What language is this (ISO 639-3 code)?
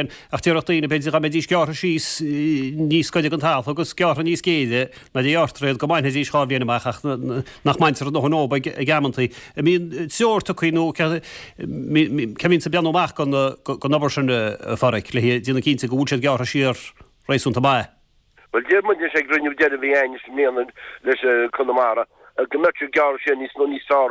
gle